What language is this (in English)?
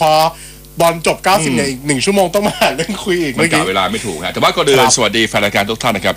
Thai